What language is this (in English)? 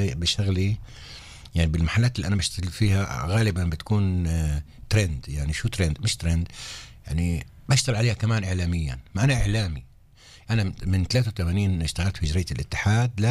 North Levantine Arabic